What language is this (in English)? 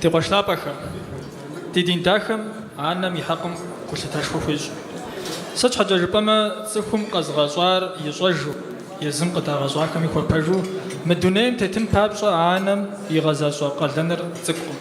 Kabardian